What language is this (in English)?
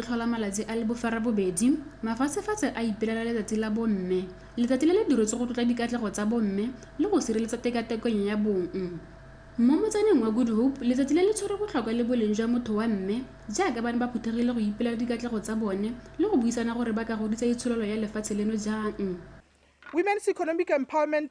Tswana